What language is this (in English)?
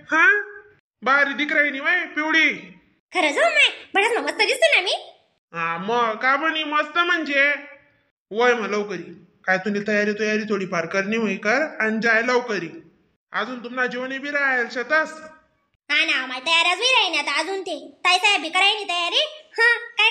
Khandesi